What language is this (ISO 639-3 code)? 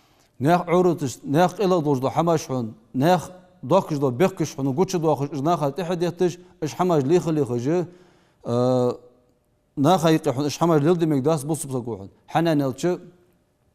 inh